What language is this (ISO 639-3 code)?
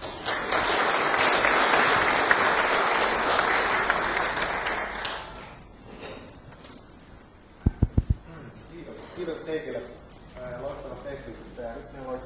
fin